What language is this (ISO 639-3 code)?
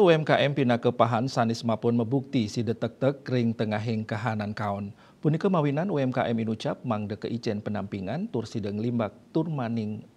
ban